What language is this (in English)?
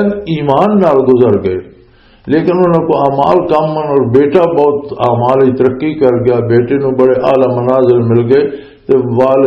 Western Panjabi